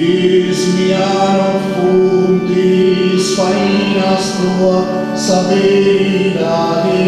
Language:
Sardinian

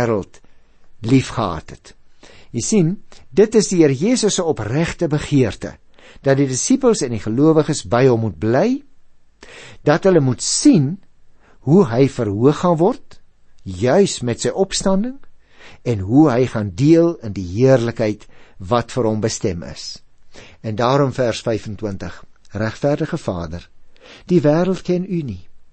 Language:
Afrikaans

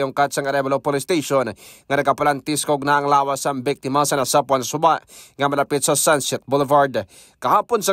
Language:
Hiligaynon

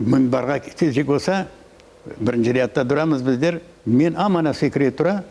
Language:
Crimean Tatar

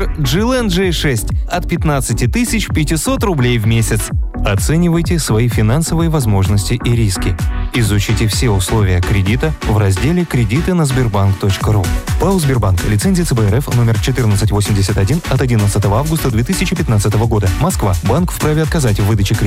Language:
Russian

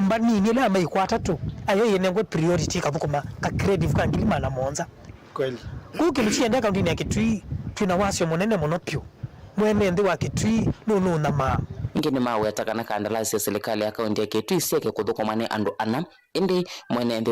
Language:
Kamba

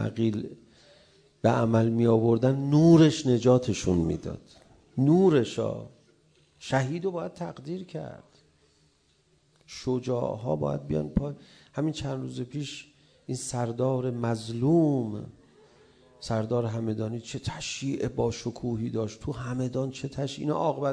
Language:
Persian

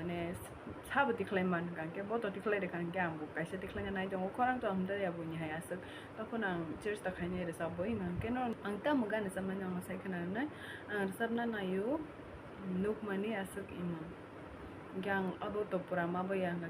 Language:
Kok Borok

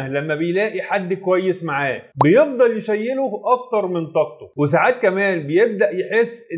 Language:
Egyptian Arabic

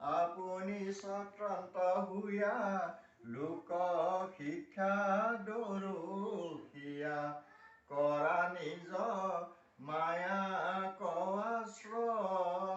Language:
Assamese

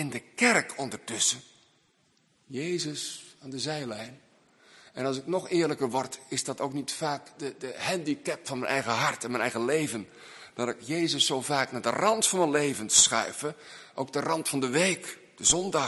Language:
Dutch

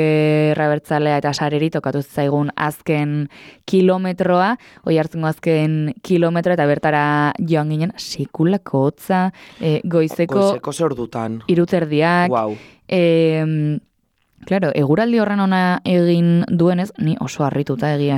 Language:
Basque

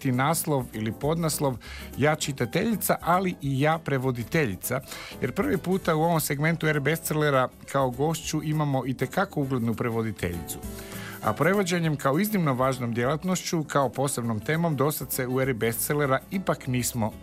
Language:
Croatian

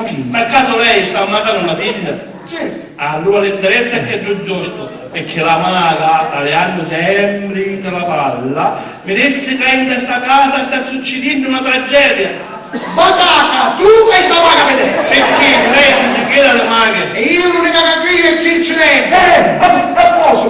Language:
Sicilian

